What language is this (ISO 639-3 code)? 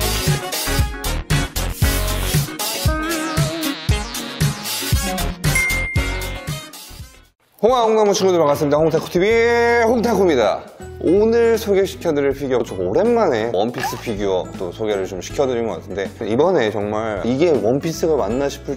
kor